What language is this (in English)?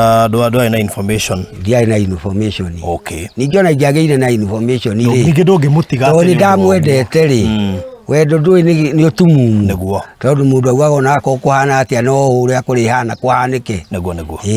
Kikuyu